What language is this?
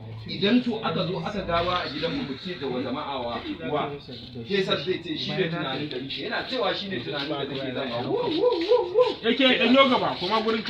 Hausa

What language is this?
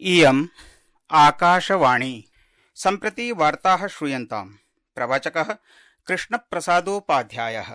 Sanskrit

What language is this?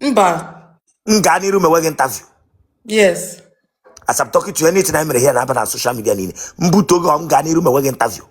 Igbo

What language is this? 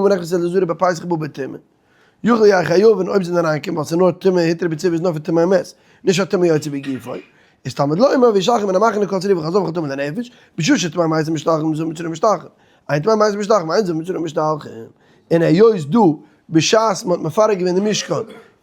Yiddish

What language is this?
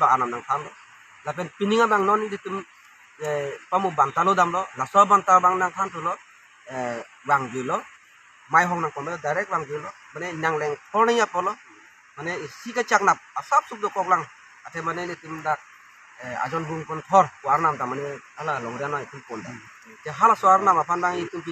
Karbi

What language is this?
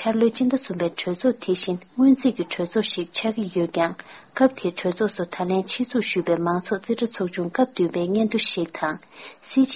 Tibetan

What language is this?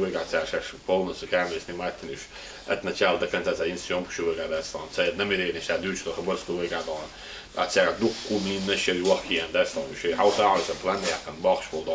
Chechen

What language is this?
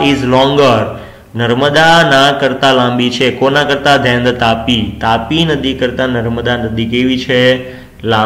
Gujarati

